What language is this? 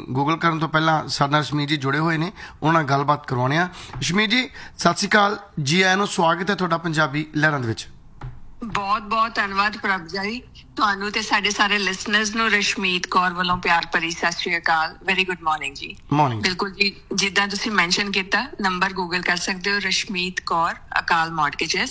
Punjabi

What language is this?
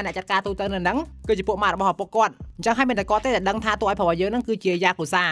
Khmer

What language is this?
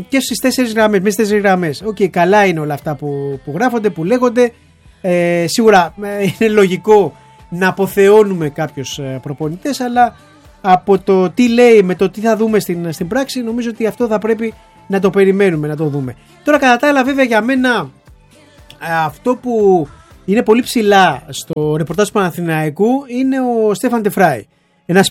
Greek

